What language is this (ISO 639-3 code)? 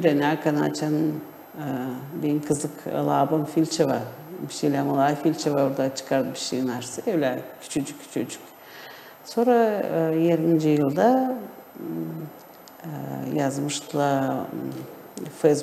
gag